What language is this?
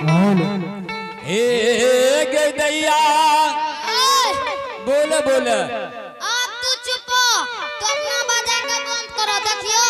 Angika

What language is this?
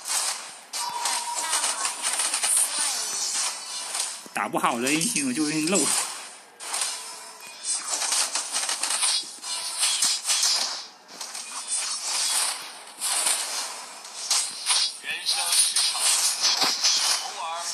Chinese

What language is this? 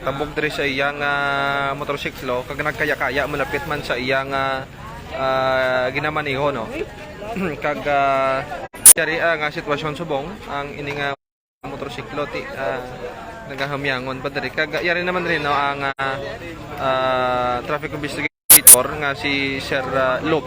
Hiligaynon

